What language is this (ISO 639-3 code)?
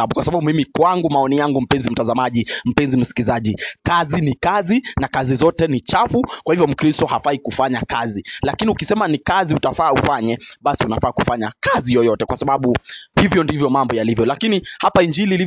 swa